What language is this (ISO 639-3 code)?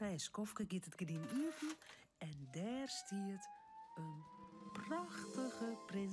fry